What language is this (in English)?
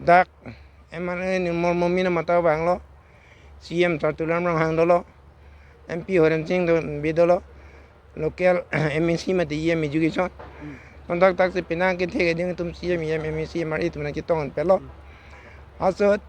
Karbi